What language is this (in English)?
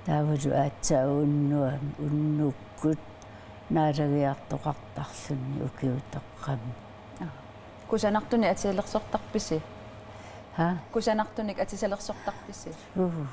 Kalaallisut